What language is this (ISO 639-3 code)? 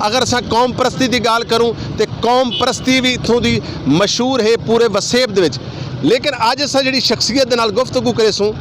skr